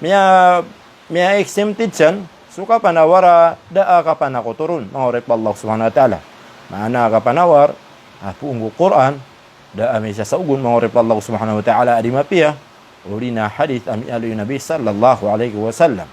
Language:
Maranao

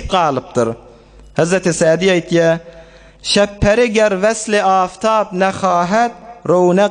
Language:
Turkmen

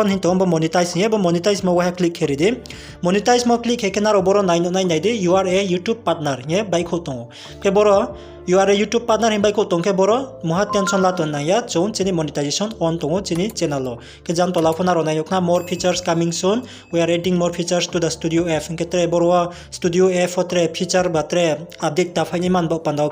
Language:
Riang (India)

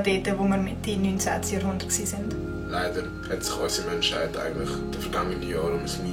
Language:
Swiss German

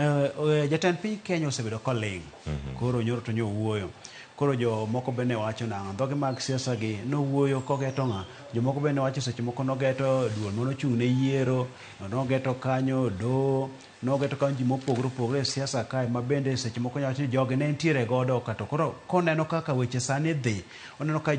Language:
Luo (Kenya and Tanzania)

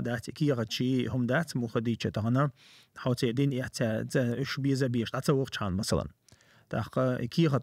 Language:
Chechen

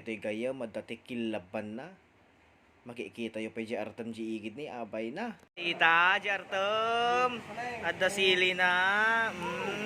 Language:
Iloko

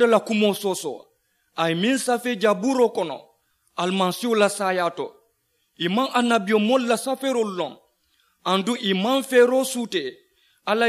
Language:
Mandingo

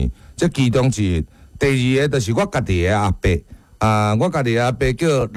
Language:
Min Nan Chinese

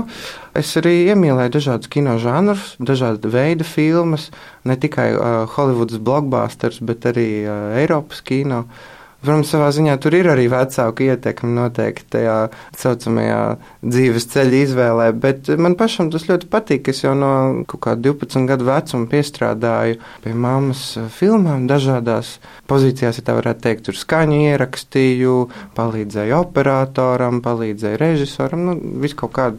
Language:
Latvian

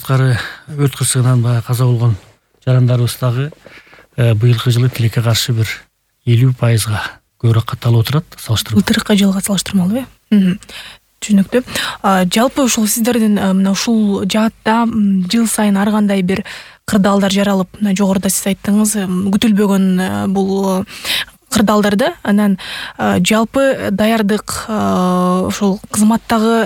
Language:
Kyrgyz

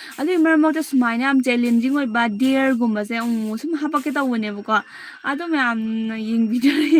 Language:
Manipuri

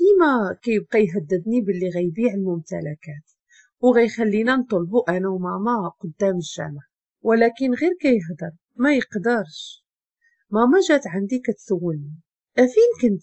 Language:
Moroccan Arabic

